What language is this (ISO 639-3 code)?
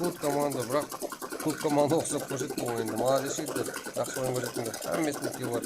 kaa